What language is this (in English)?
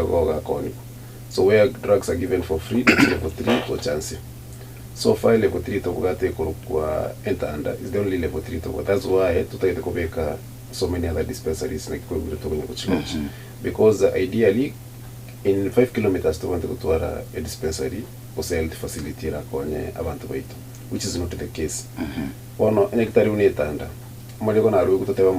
Gusii